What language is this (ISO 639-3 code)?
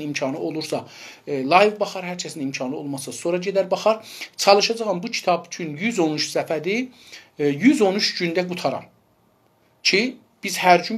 azb